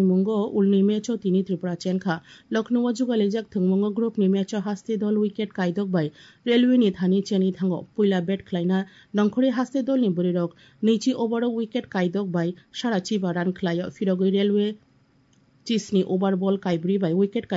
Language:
Kok Borok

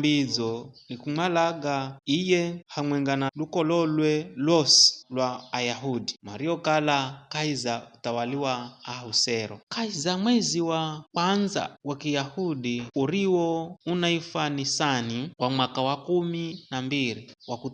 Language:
Giryama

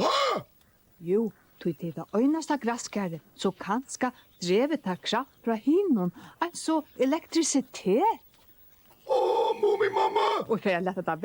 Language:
Faroese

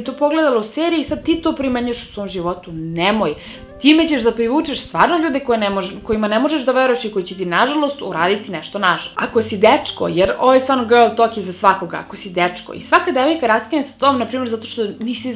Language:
Serbian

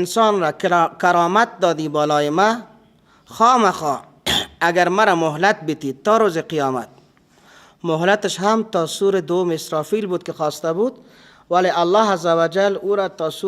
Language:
Persian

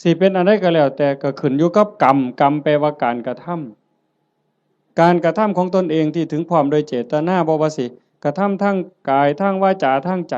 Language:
Northeastern Thai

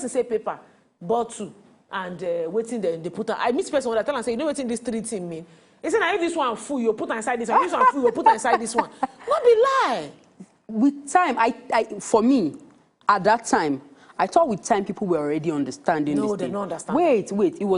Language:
Nigerian Pidgin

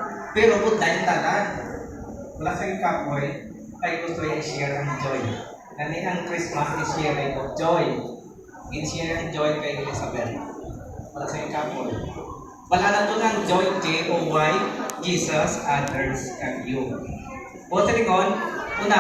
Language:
Hiligaynon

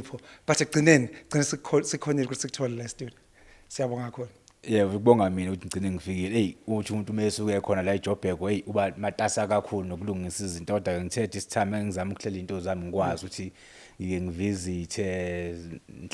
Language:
Zulu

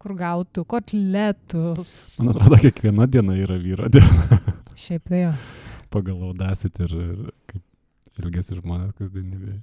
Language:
Lithuanian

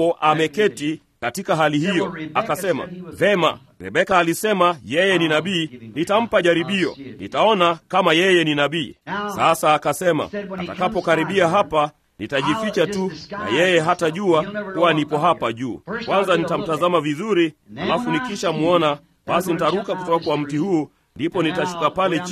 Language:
Swahili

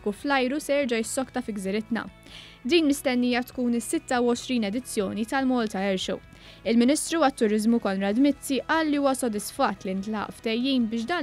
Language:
Maltese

